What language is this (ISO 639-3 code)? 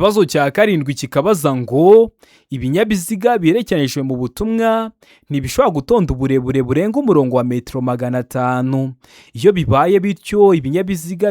kin